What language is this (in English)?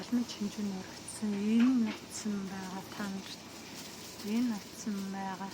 Mongolian